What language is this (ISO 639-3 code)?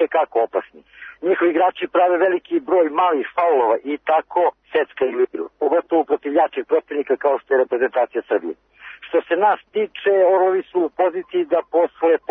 srp